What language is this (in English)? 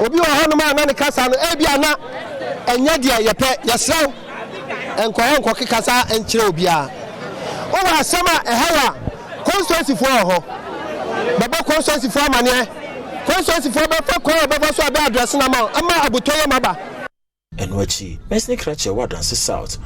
Akan